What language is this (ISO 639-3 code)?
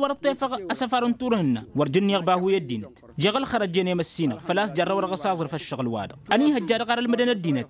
taq